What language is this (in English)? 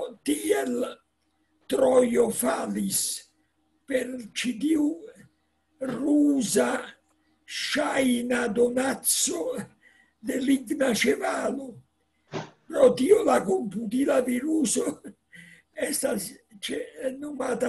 Esperanto